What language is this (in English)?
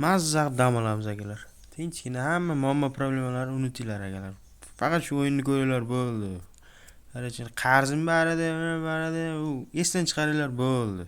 Uzbek